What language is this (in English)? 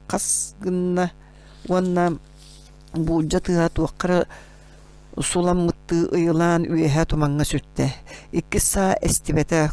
Yakut